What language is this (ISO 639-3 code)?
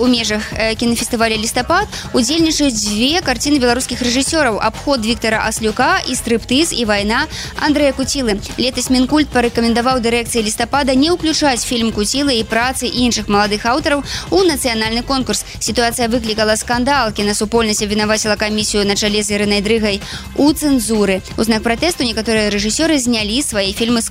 bel